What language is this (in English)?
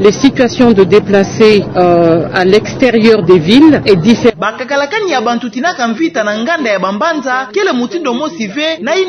Kituba (Democratic Republic of Congo)